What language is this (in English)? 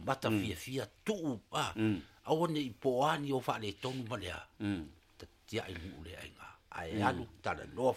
Samoan